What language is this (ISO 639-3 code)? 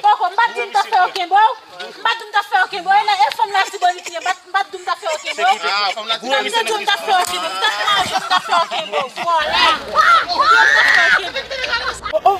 hat